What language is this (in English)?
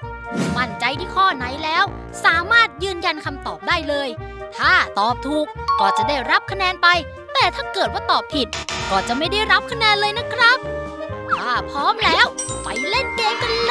Thai